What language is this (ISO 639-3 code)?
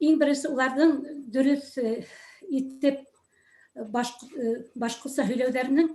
bak